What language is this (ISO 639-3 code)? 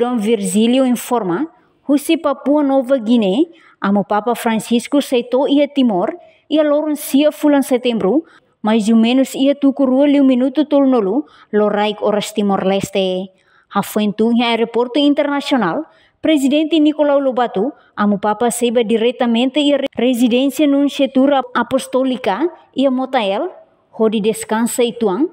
tet